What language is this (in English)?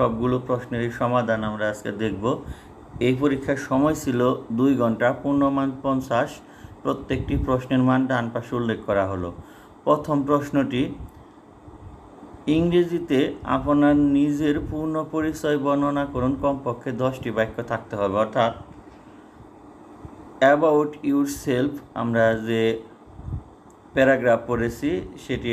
Bangla